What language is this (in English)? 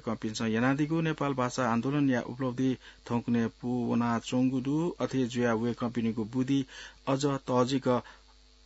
Newari